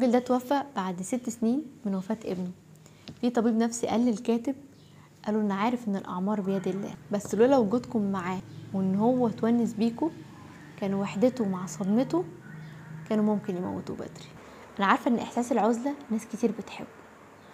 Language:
Egyptian Arabic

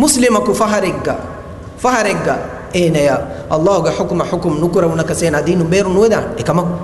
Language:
Divehi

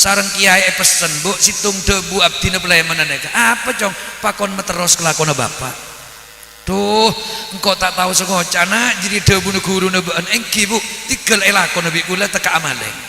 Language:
Madurese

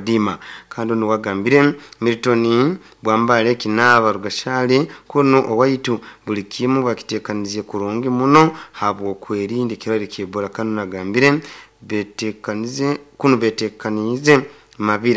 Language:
Nyoro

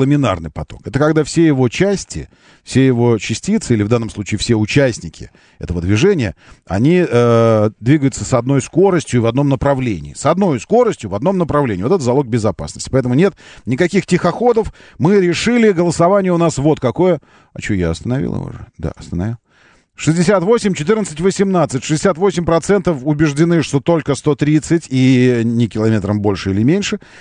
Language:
Russian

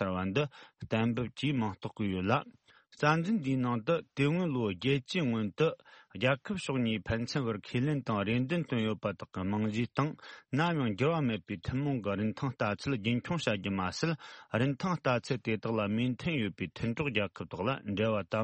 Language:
Tibetan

